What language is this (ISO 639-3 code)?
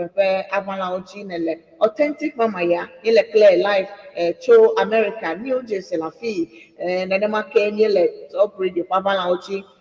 ewe